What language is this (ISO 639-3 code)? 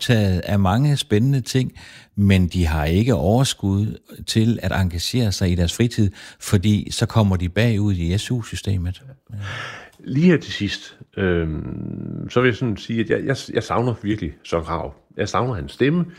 dan